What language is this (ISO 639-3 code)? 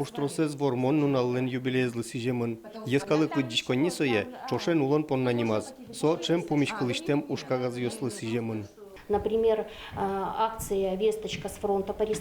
udm